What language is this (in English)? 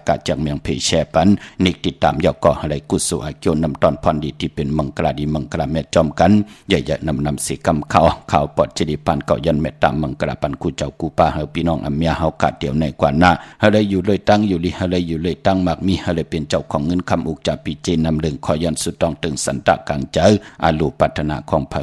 Shan